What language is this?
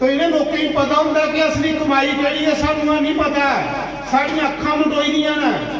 Dogri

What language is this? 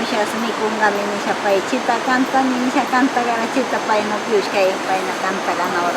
Northern Pastaza Quichua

